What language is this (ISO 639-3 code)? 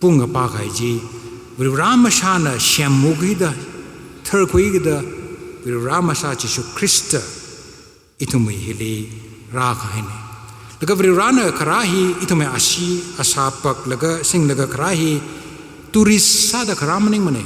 nmf